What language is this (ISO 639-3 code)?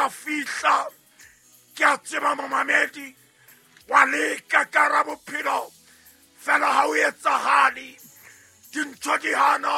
sot